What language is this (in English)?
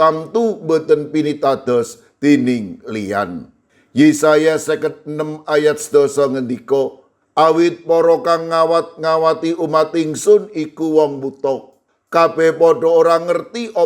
Javanese